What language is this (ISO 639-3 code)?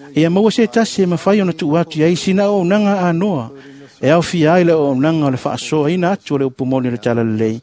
smo